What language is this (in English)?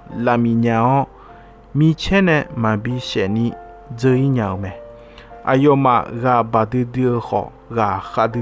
Akha